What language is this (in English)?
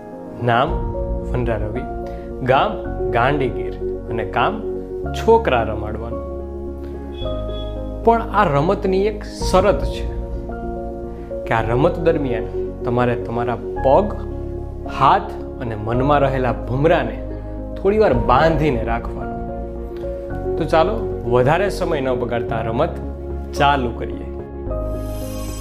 Gujarati